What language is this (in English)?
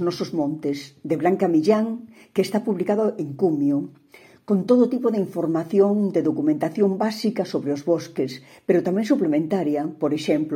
Galician